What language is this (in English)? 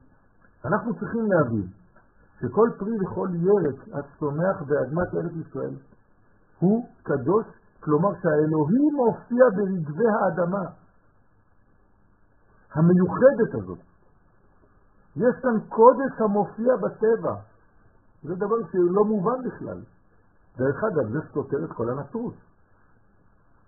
Hebrew